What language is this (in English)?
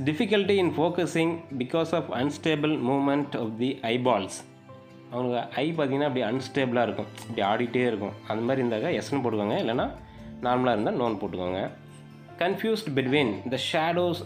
Tamil